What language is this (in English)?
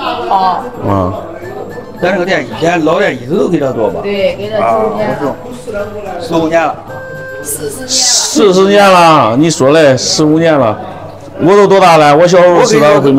Chinese